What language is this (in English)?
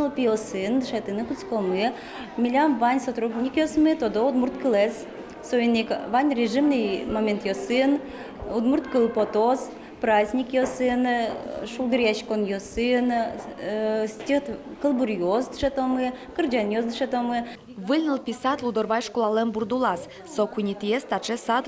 Udmurt